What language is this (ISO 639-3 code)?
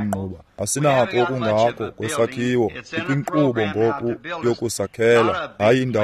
xho